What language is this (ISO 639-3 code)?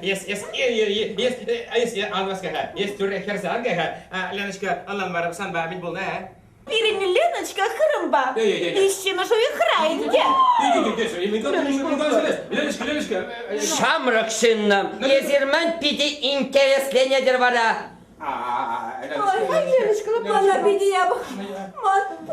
chv